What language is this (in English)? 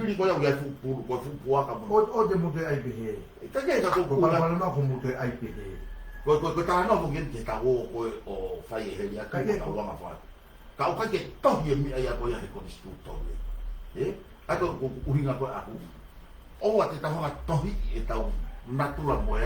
Tongan